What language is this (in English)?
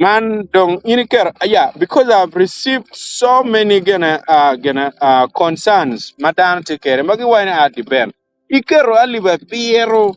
Acoli